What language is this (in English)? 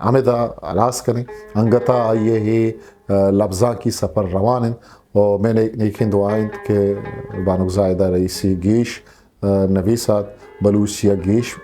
Eastern Balochi